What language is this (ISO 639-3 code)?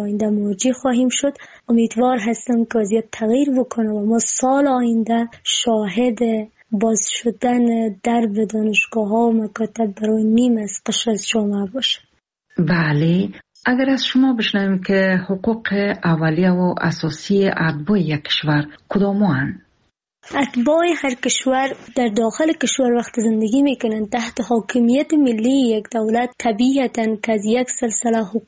fas